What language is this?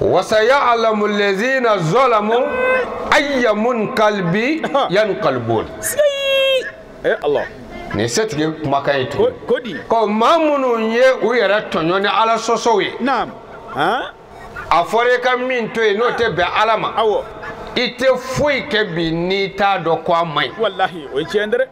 Bambara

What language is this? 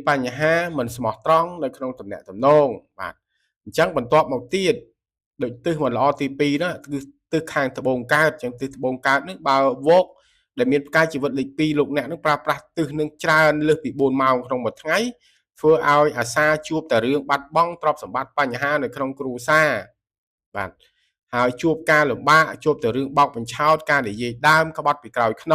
Khmer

